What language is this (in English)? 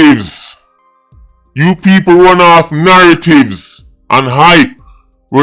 Jamaican Creole English